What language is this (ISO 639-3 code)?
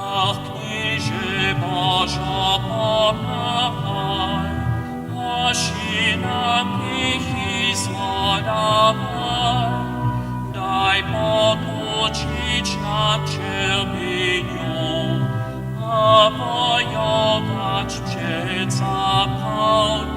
hsb